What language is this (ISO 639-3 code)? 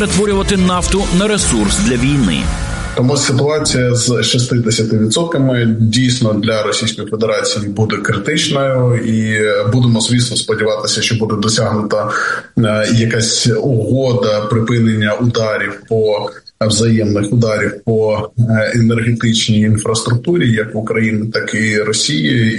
ukr